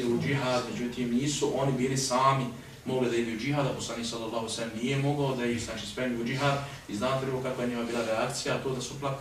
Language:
Bosnian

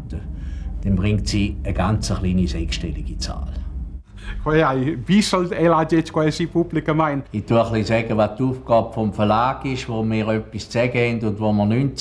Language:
Romansh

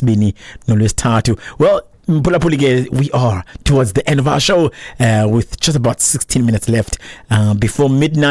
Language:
Xhosa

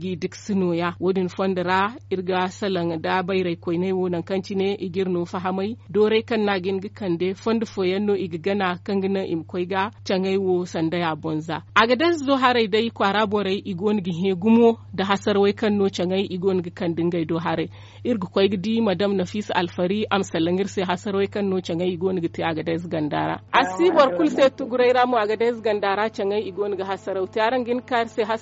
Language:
Zarma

